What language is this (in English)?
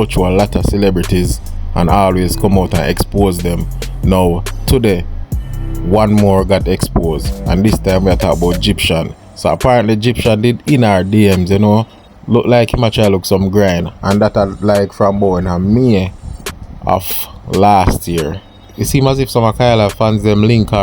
Jamaican Creole English